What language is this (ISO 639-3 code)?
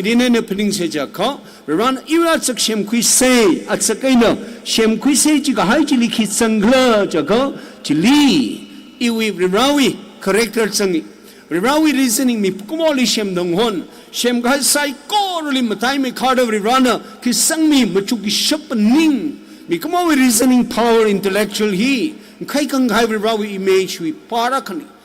nmf